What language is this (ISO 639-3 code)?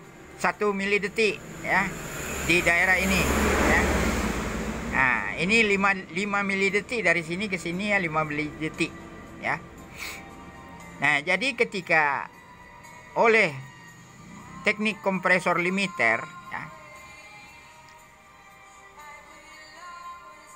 ind